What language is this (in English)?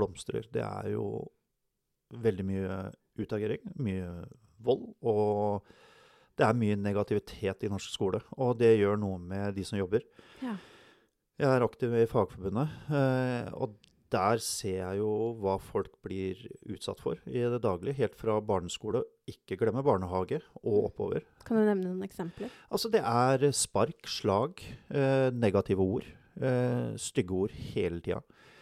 Norwegian